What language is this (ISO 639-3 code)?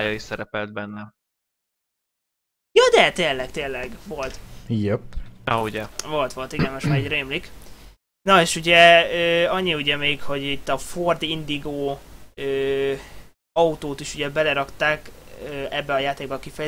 hun